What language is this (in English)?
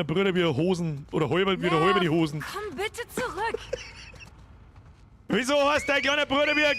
Bavarian